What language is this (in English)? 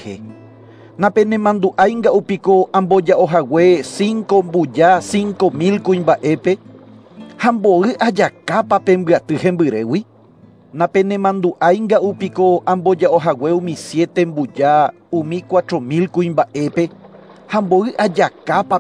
Guarani